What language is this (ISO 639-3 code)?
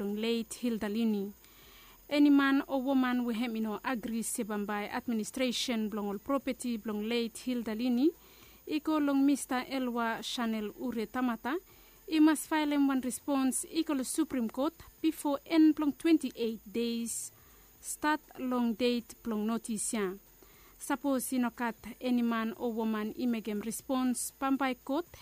bis